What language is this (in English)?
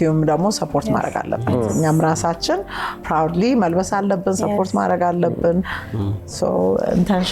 Amharic